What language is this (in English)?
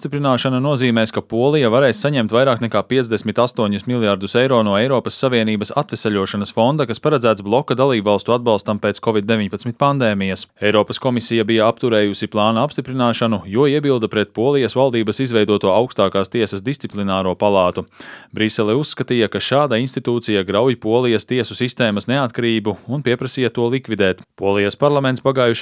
Latvian